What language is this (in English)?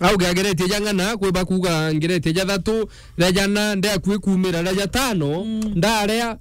Meru